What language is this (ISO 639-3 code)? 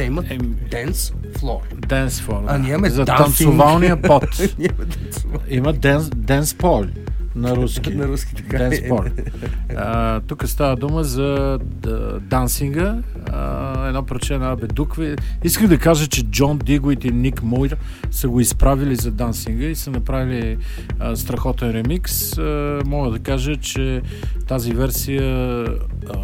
bul